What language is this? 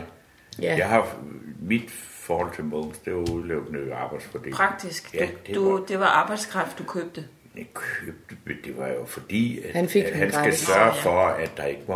Danish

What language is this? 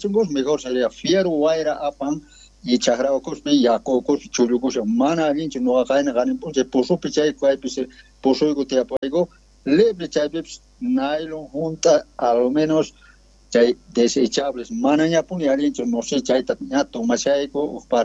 South Bolivian Quechua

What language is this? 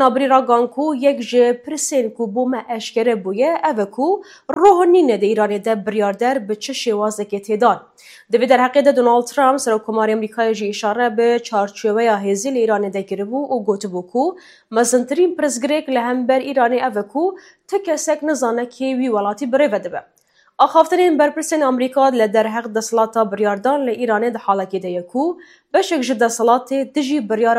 Kurdish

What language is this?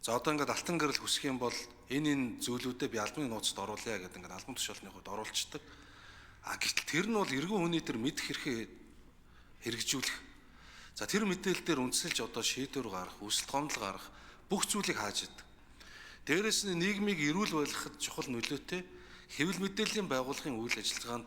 Mongolian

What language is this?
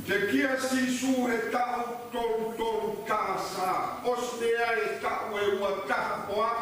Tongan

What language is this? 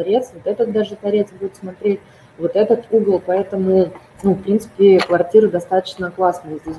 Russian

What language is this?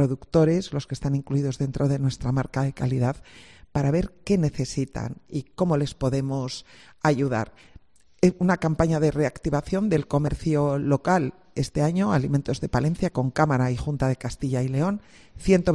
Spanish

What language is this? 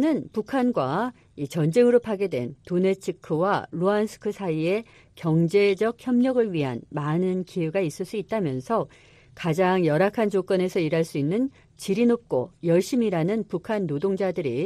Korean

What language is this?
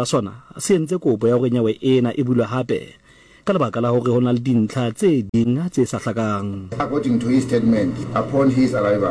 Southern Sotho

